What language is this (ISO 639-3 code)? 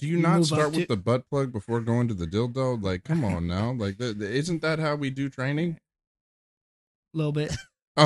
eng